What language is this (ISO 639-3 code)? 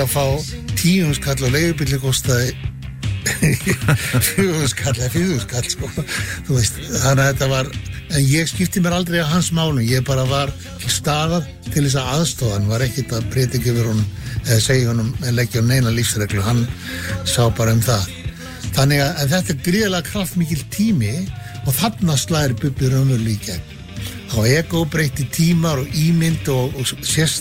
isl